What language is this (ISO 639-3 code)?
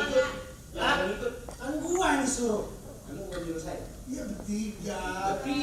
bew